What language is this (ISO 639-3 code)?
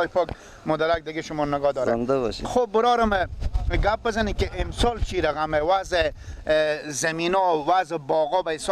fas